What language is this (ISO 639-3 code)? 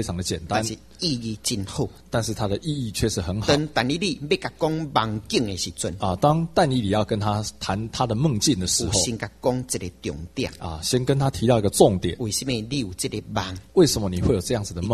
zho